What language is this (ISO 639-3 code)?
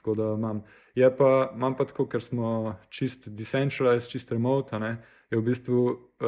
slv